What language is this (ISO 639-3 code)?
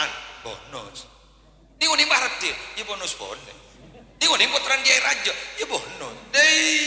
mad